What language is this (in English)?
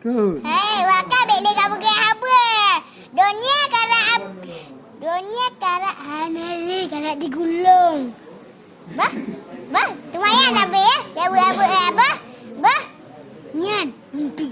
Achinese